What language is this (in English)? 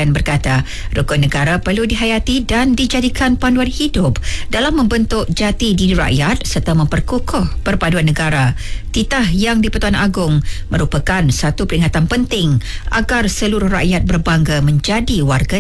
Malay